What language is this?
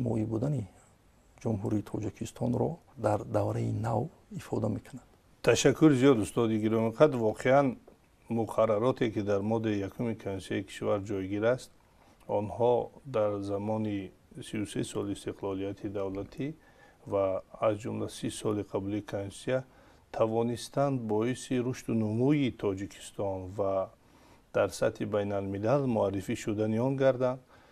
Tajik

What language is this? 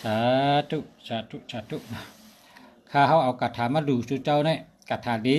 Shan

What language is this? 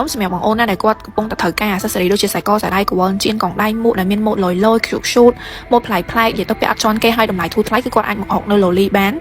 Khmer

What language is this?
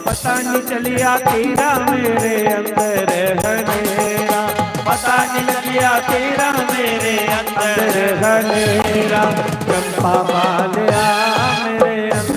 Dogri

